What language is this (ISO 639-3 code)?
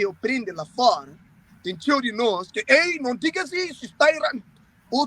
kea